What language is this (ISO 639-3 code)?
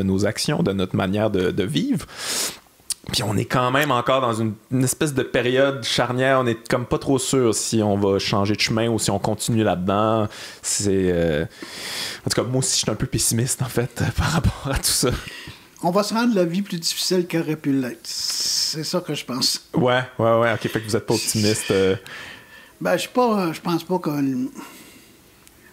fra